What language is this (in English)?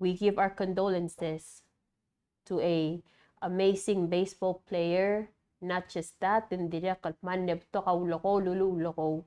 Palauan